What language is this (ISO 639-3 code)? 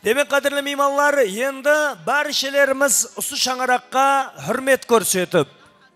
kaa